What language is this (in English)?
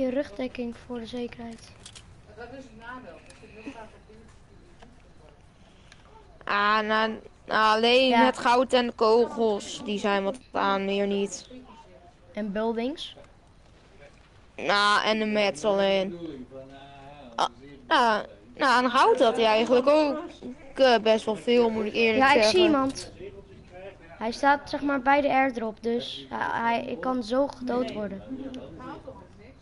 Dutch